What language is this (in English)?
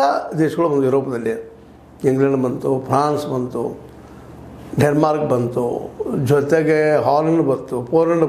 Kannada